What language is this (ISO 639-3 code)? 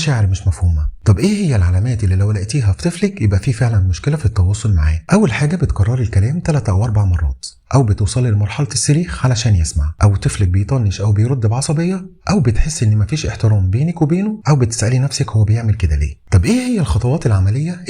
arz